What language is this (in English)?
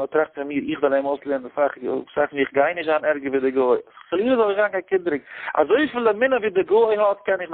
Yiddish